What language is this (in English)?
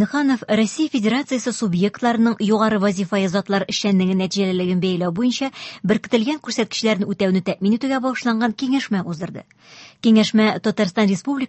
Tatar